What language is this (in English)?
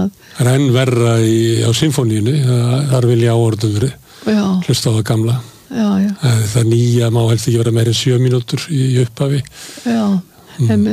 Icelandic